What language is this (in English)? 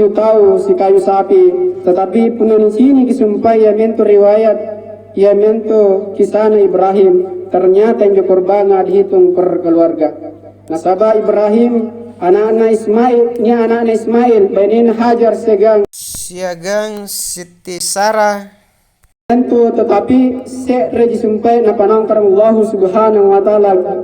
Makasar